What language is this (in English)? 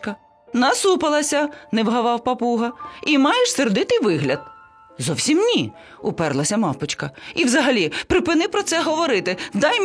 Ukrainian